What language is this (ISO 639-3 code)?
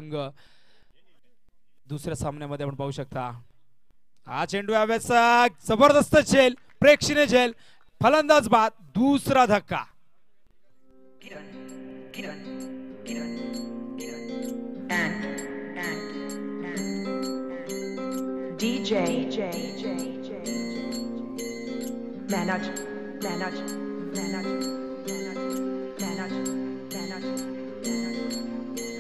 mar